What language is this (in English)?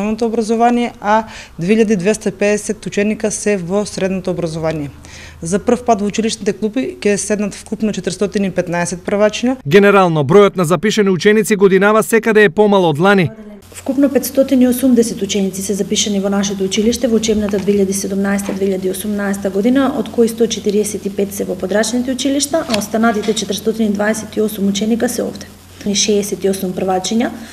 Macedonian